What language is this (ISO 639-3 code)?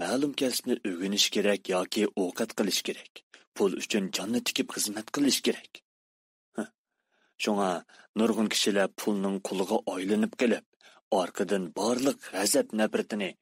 uig